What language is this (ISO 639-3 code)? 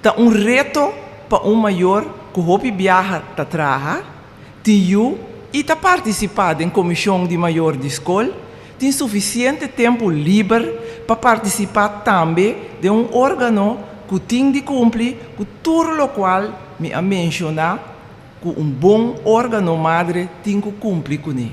pap